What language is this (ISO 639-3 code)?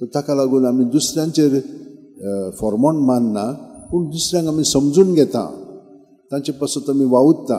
kok